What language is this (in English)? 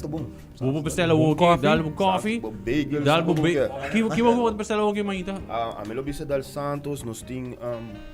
Papiamento